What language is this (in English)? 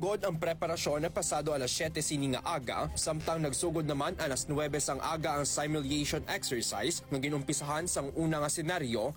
Hiligaynon